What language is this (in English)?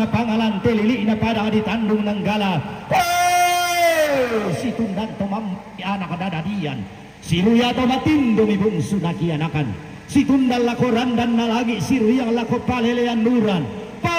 Toraja-Sa'dan